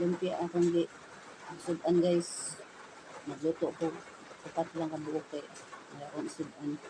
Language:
Cebuano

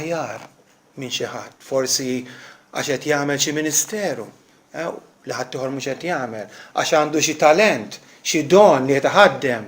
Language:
Maltese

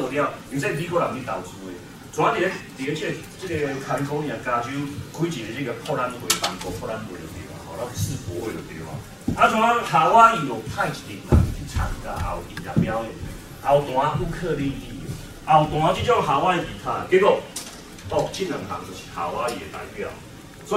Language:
Min Nan Chinese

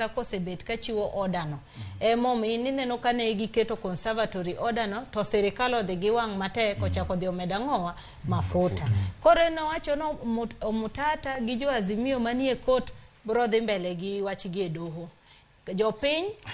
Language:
Luo (Kenya and Tanzania)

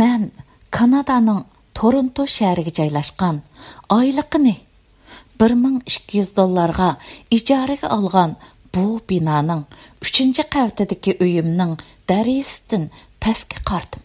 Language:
Uyghur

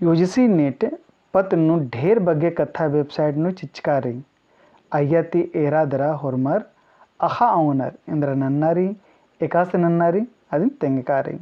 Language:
Kurukh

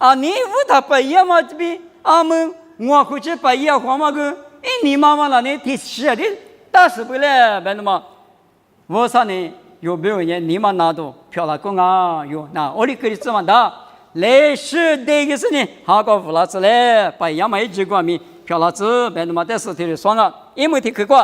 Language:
Lisu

